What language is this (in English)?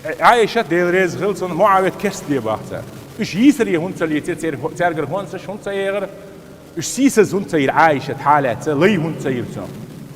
Chechen